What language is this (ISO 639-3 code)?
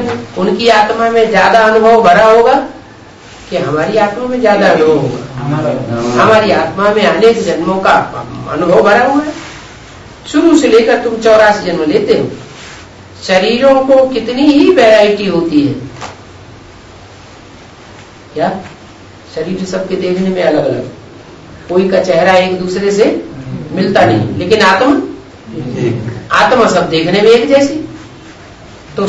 hin